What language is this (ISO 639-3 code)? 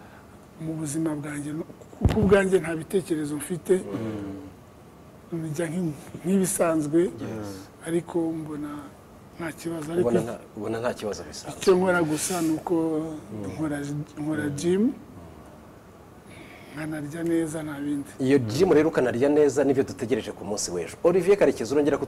kin